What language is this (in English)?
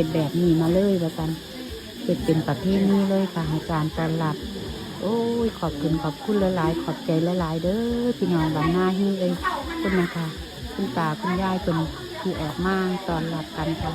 Northeastern Thai